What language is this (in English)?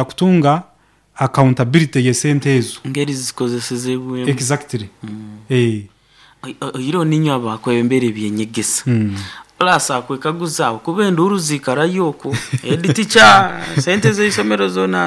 Nyoro